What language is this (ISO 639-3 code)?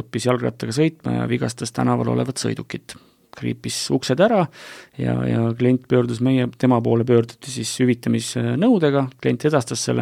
est